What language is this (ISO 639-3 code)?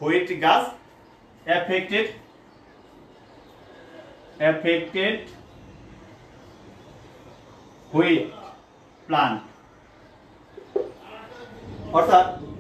ben